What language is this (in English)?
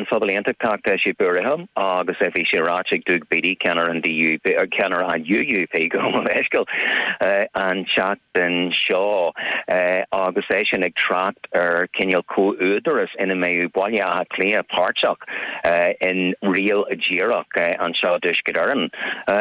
Irish